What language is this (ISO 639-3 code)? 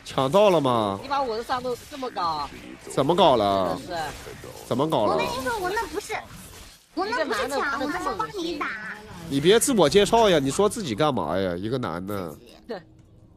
zho